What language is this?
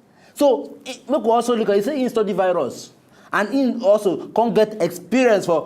Nigerian Pidgin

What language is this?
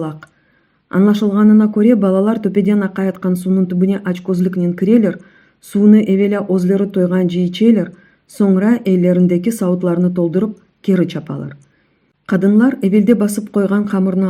Crimean Tatar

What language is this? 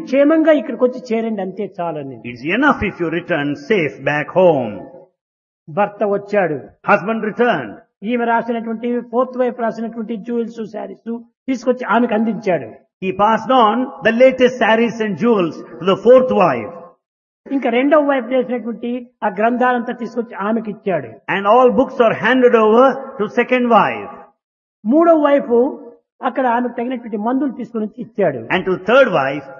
Telugu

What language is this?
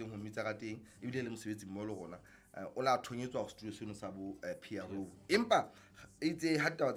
Southern Sotho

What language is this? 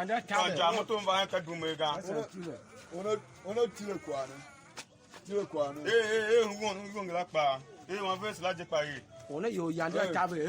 Tiv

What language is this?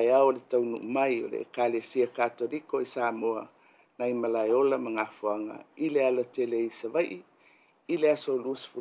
Samoan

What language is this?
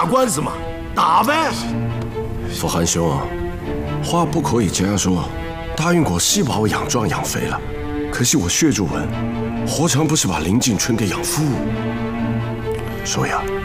Chinese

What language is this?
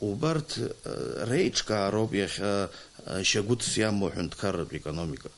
Abkhazian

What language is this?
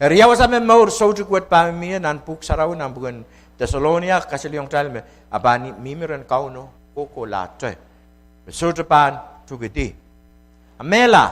Pohnpeian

